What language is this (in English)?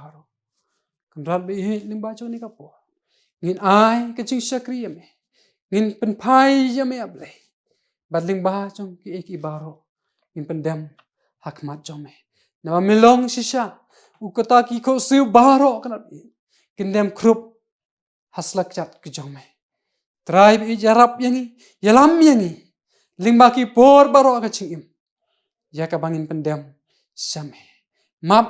Khasi